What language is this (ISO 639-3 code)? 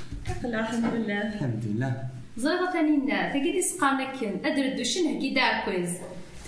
kab